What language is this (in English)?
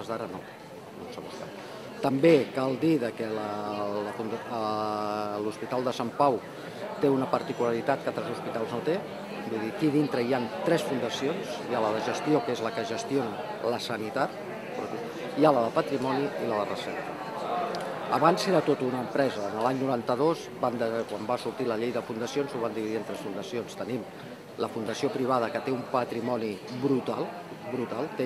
Catalan